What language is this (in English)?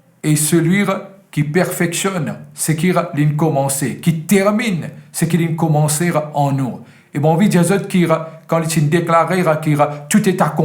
Morisyen